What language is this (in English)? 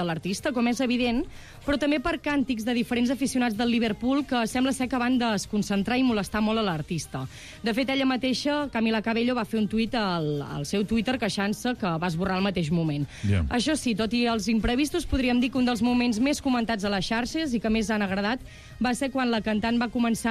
Catalan